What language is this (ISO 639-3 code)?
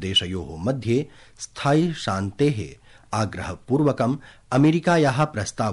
san